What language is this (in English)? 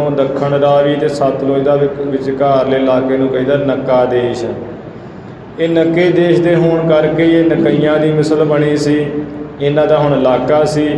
Punjabi